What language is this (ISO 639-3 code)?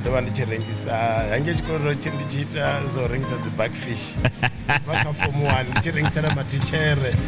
ven